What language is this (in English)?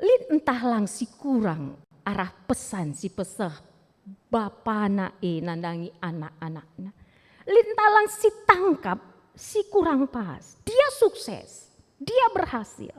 Batak Karo